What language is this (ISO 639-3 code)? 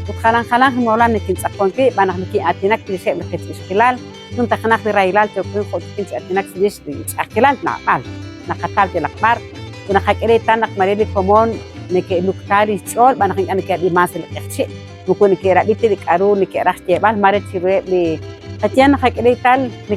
kek